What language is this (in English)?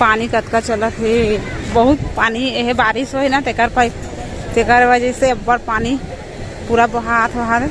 Chhattisgarhi